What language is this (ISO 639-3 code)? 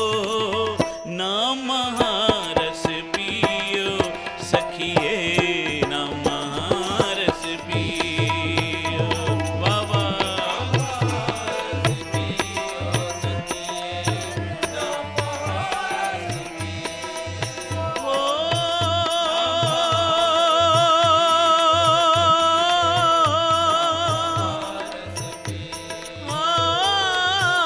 pan